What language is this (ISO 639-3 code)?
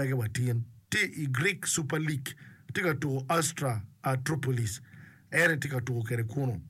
ach